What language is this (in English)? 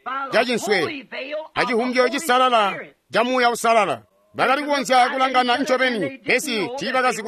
Tonga (Zambia)